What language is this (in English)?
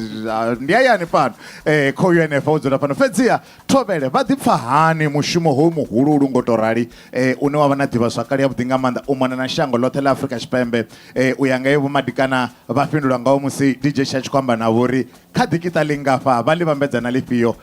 Venda